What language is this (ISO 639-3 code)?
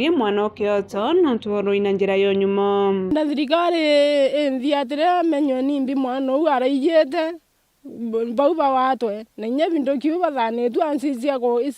mer